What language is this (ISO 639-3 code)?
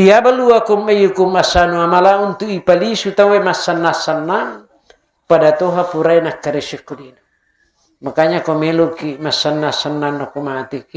bug